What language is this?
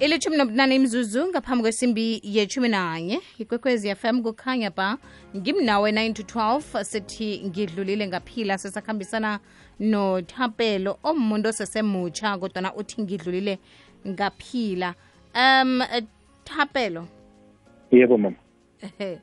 South Ndebele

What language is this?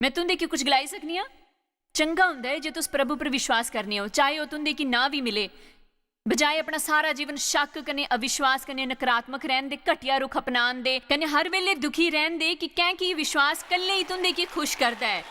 Dogri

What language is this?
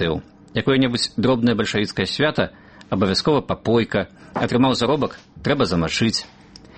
Belarusian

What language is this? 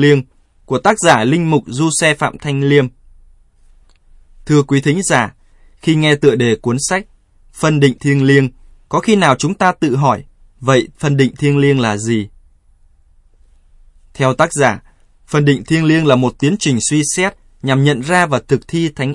Vietnamese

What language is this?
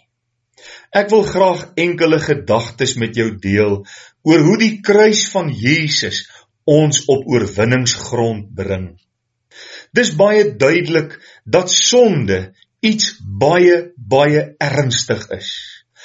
Afrikaans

